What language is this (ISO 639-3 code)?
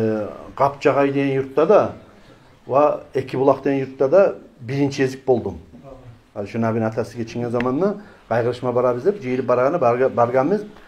kum